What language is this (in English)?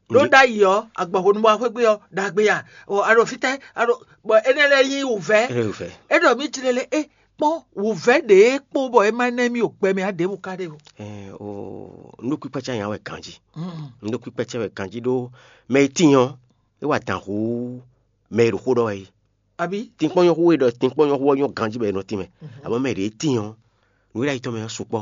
Fon